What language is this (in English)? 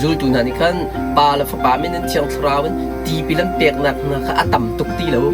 Hakha Chin